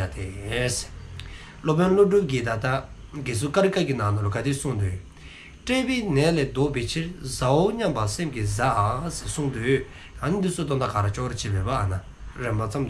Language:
Dzongkha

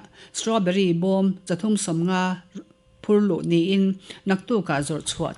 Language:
Mizo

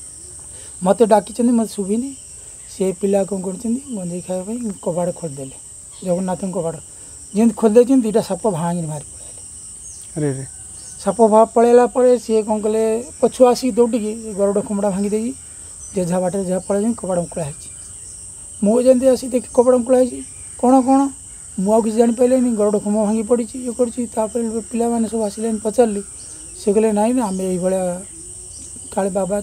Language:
Odia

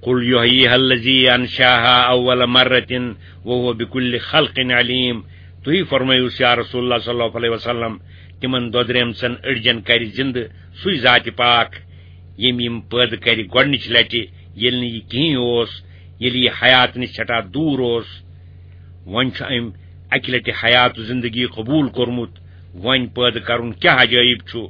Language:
Kashmiri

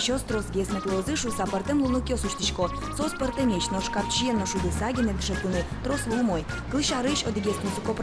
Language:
Udmurt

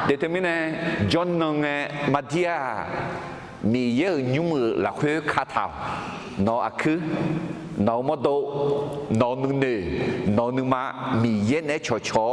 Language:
Akha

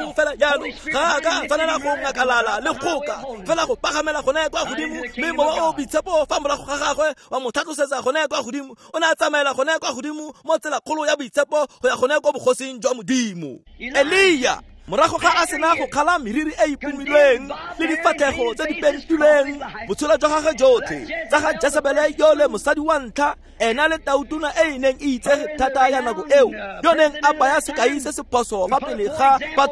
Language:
Tswana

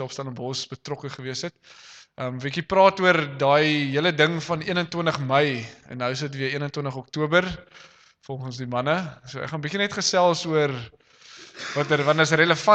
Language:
Afrikaans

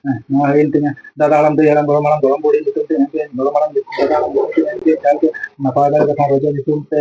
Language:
Santali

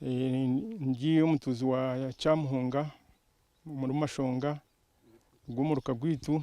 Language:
Nyankole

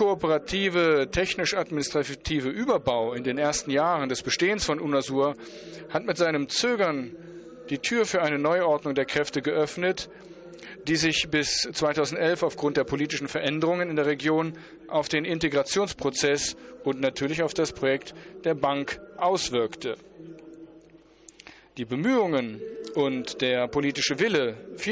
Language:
German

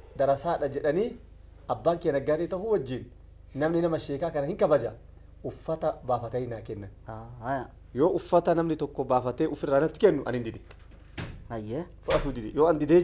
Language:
Oromo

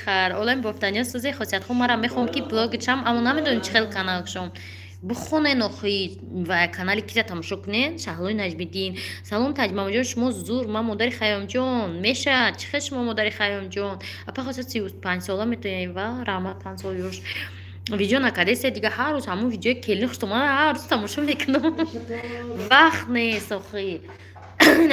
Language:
Tajik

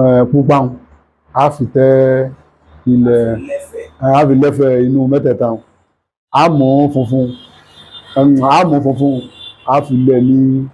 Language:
Yoruba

